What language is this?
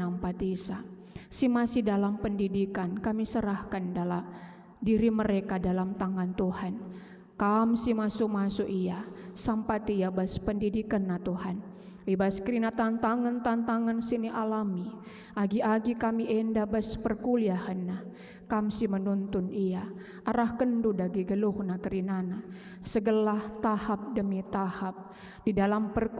Batak Karo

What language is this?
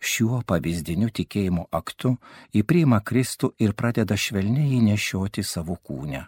Lithuanian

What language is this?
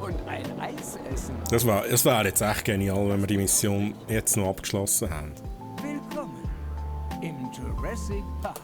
Swiss German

